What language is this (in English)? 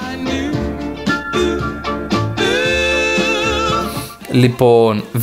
Greek